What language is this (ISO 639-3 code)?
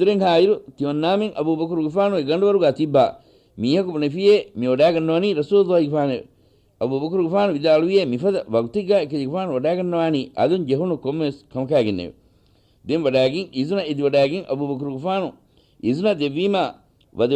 div